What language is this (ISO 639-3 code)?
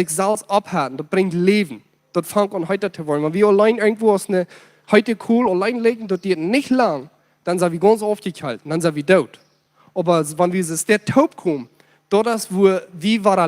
pdt